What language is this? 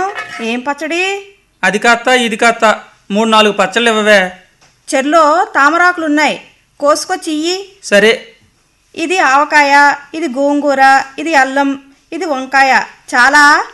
Telugu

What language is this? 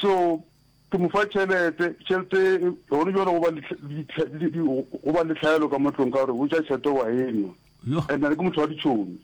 Northern Sotho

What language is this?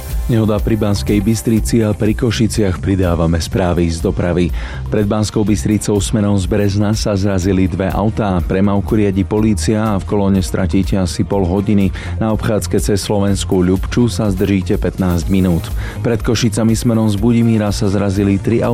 Slovak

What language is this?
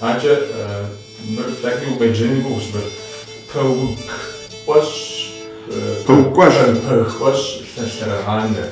Kabardian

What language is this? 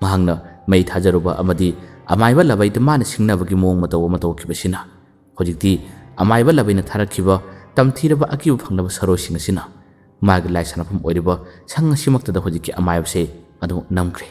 Manipuri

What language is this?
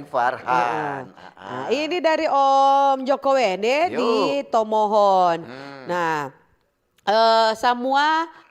Manado Malay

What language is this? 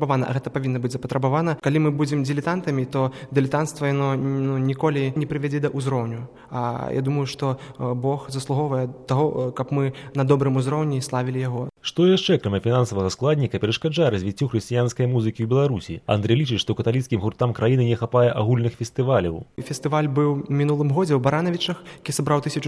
Belarusian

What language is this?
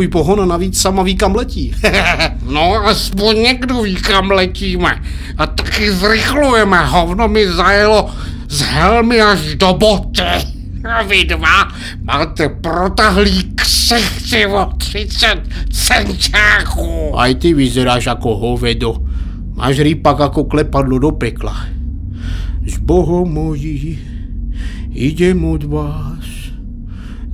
Czech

